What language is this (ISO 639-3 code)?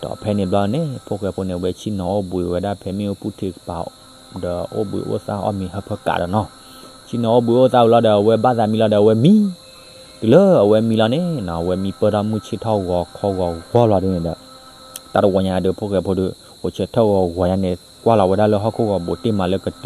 ksw